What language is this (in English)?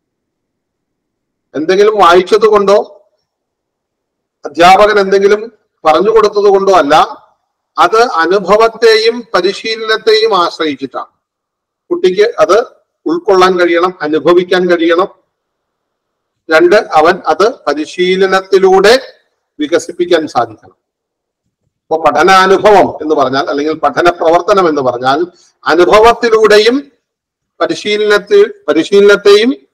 Malayalam